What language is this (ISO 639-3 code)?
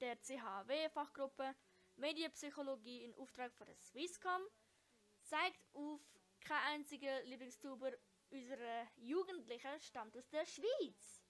gsw